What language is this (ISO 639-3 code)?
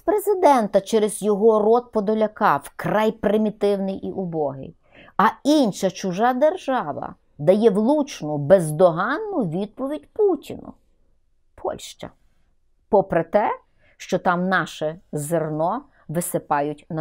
ukr